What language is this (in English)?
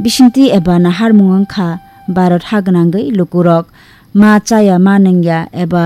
Kok Borok